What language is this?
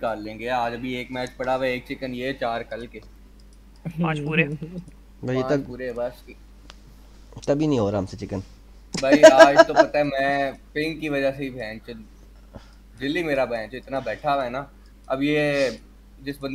Hindi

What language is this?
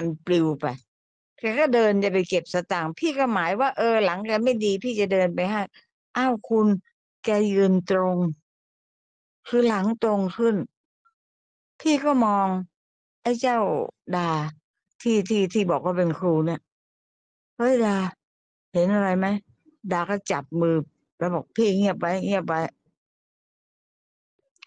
Thai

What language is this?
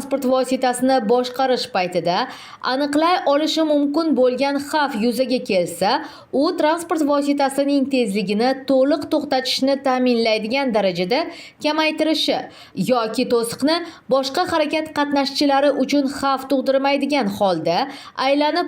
Uzbek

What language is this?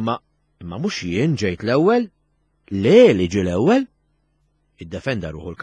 Maltese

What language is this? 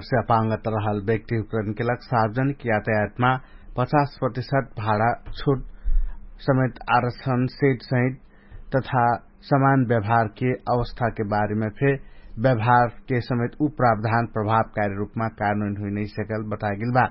Dangaura Tharu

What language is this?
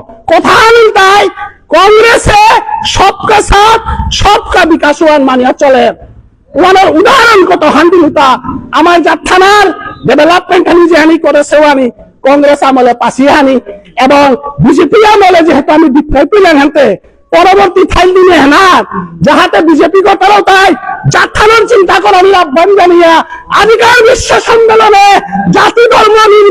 Bishnupriya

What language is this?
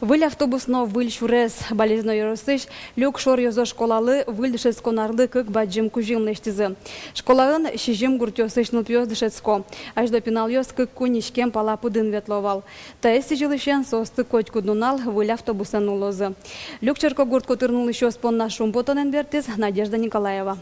Udmurt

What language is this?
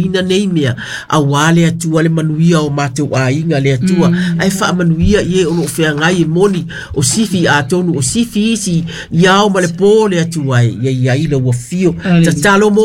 Samoan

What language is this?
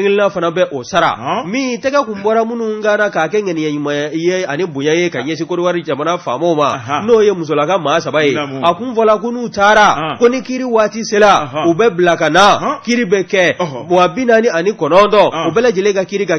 Bambara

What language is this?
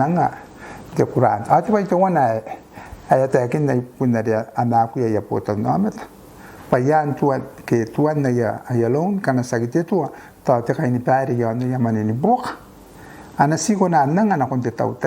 Gilbertese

